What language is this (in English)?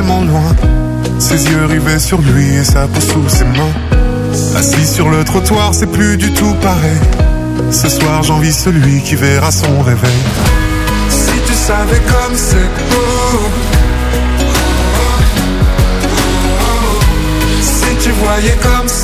French